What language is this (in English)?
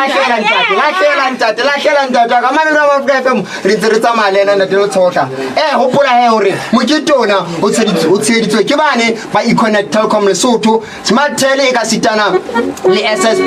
Southern Sotho